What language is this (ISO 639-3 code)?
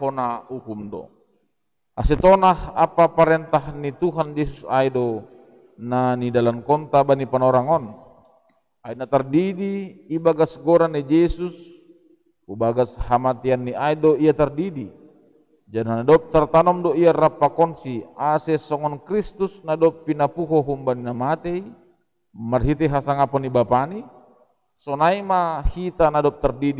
bts